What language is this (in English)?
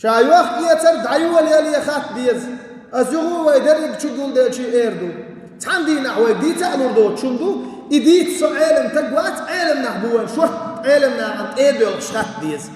Chechen